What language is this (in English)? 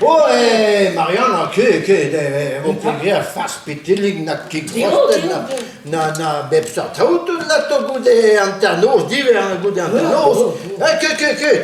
Breton